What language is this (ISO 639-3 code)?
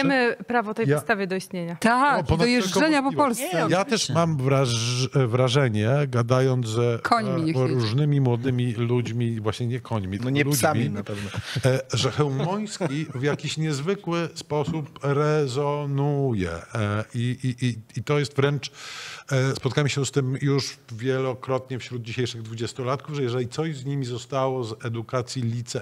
pol